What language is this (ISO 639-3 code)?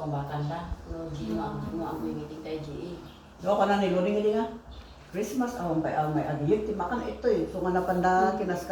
ilo